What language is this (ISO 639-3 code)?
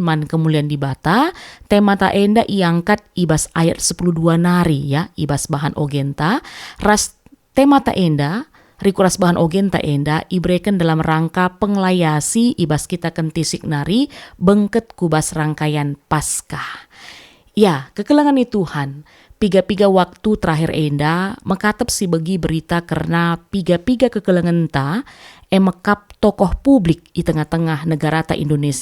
btx